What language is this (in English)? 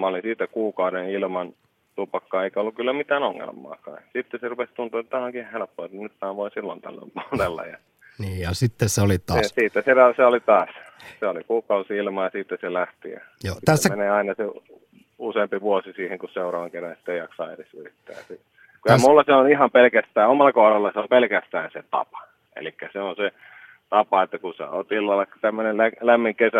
Finnish